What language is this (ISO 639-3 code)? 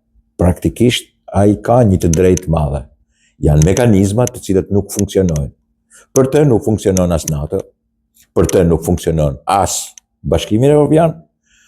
sqi